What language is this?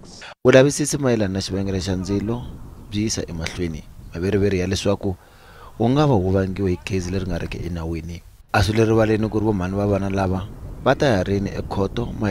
Tsonga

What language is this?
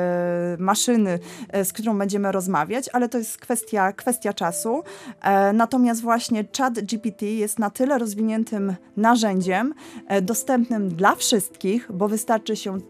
Polish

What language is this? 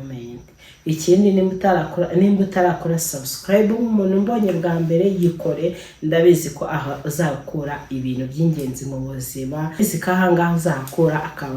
Kinyarwanda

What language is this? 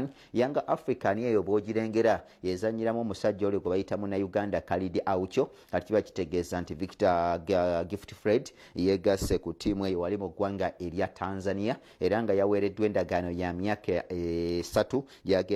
Ganda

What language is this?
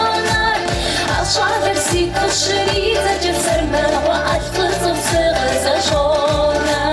Kabardian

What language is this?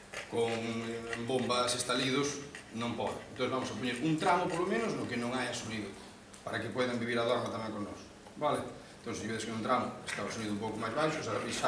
Galician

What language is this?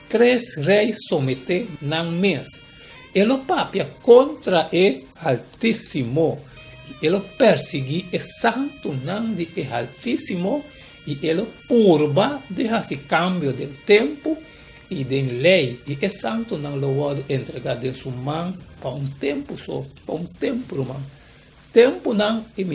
Papiamento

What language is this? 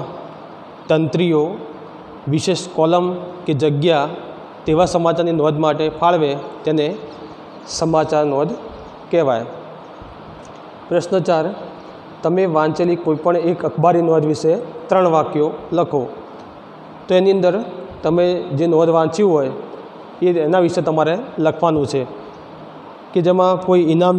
Gujarati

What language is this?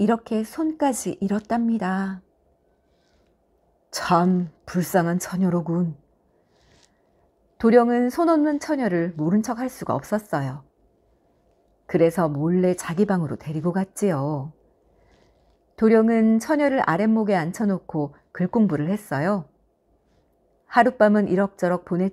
Korean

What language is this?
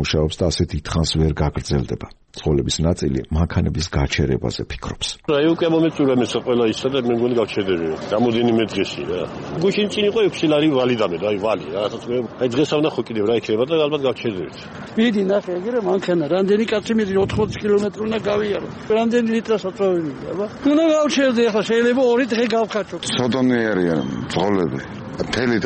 Georgian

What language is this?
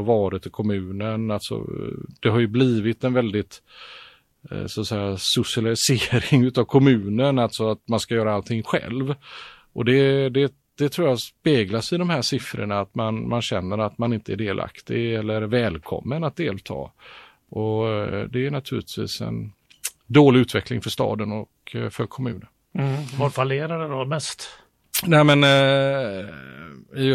Swedish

